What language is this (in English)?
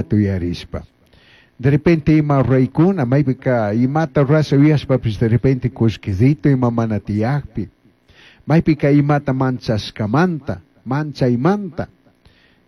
Chimborazo Highland Quichua